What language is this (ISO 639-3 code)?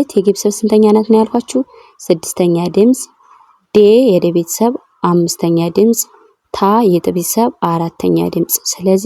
amh